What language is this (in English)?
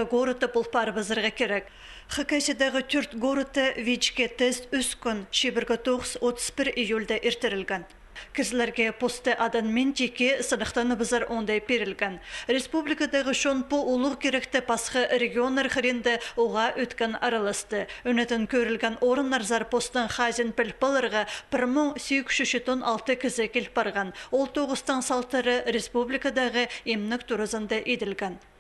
Khakas